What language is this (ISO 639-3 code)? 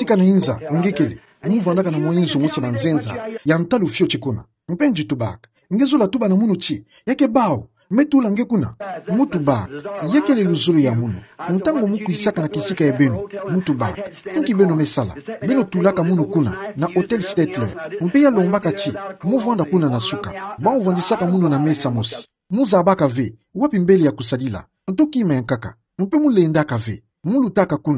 ktu